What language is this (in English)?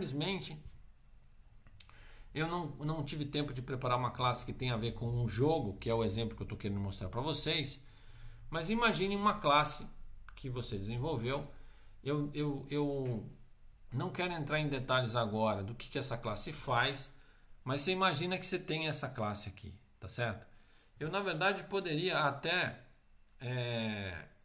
Portuguese